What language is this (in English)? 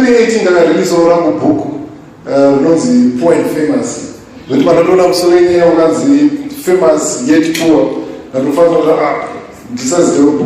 Shona